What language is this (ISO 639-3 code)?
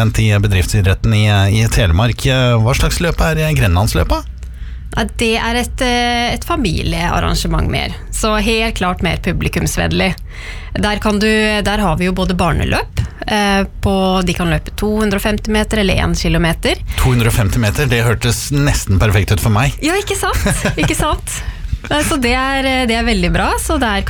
nor